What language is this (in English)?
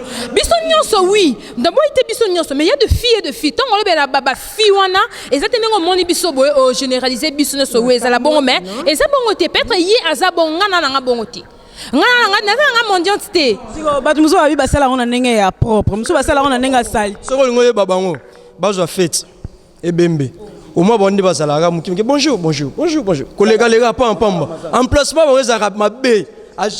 Lingala